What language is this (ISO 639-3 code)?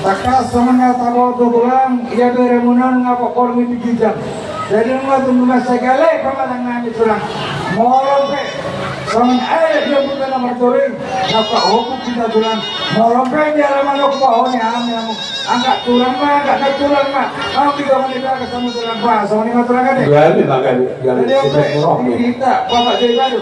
bbc